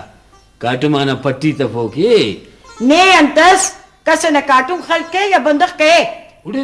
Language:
Brahui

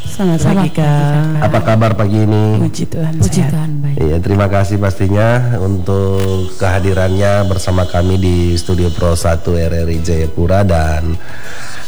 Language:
Indonesian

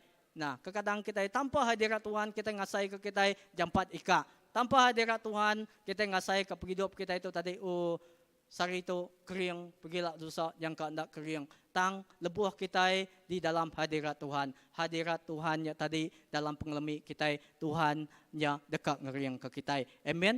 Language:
Iban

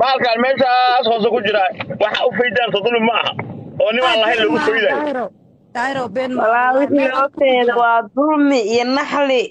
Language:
Somali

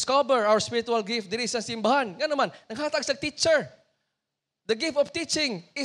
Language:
Cebuano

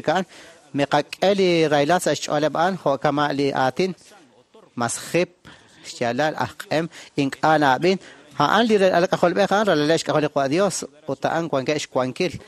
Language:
Kekchí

